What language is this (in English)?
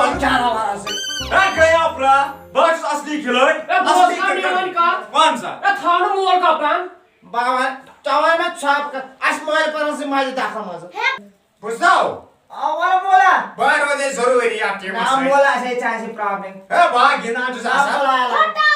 Kashmiri